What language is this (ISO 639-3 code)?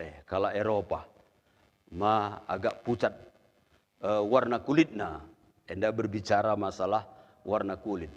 btx